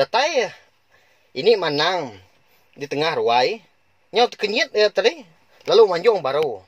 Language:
Iban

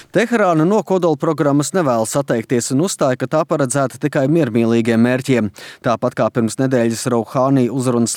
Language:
Latvian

